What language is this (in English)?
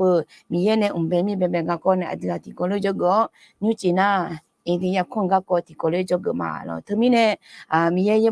Akha